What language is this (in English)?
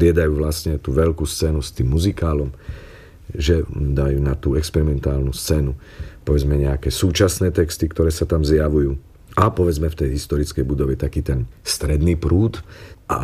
Slovak